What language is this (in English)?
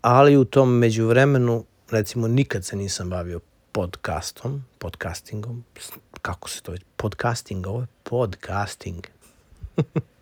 Serbian